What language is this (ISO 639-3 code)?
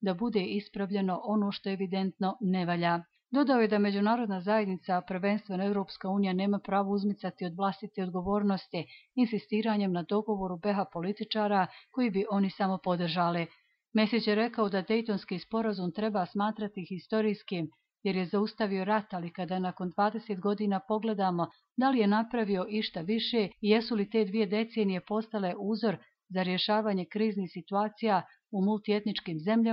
bos